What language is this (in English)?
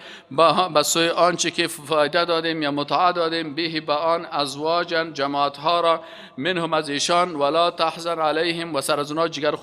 Persian